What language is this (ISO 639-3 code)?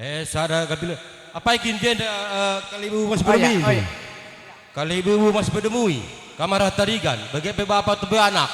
btx